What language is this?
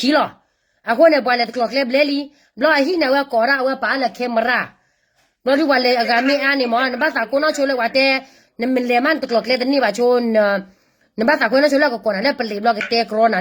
S'gaw Karen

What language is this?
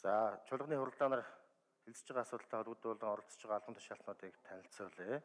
Mongolian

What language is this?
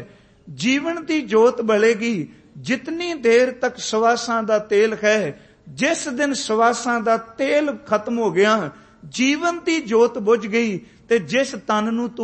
Punjabi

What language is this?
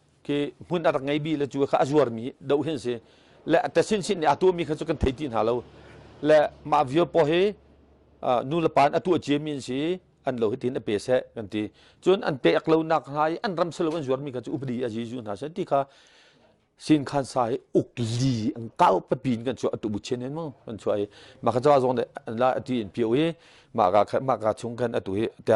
Hakha Chin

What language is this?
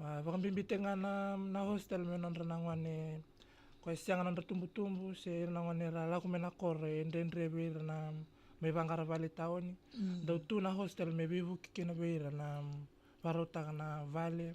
Fijian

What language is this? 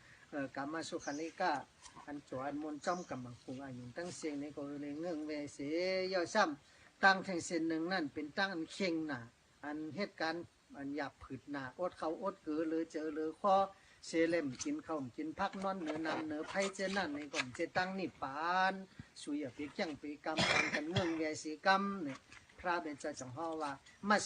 Shan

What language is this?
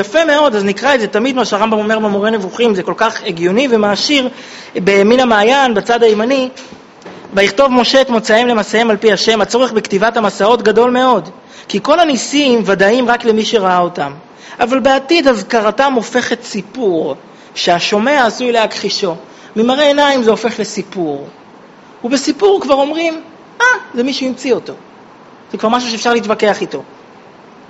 Hebrew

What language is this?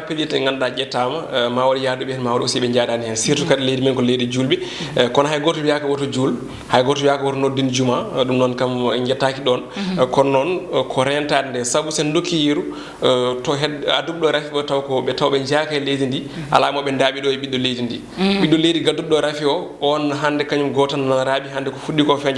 Fula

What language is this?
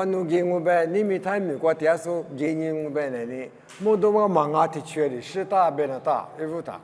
Lisu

